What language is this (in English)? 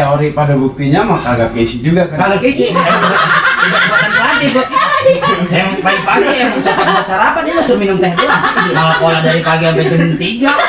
Betawi